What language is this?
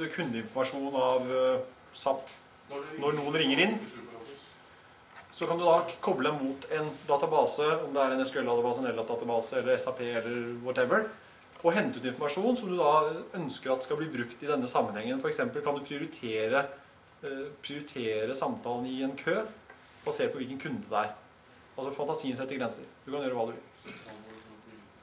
Norwegian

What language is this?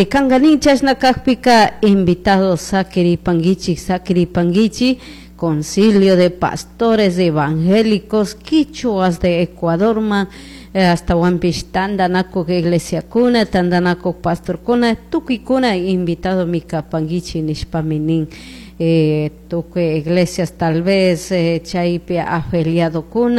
Chimborazo Highland Quichua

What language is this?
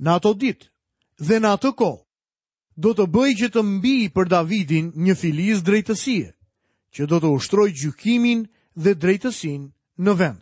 Albanian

